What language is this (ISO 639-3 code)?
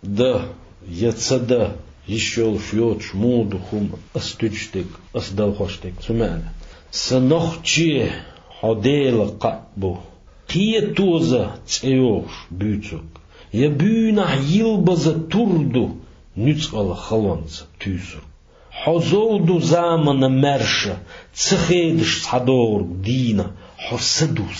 che